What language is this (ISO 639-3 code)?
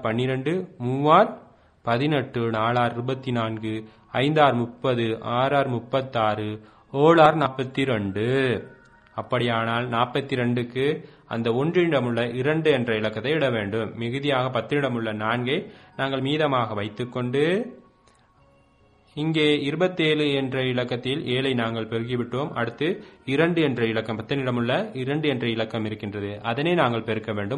tam